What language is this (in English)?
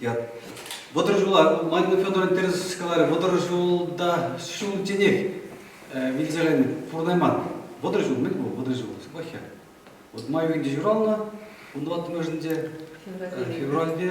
Chuvash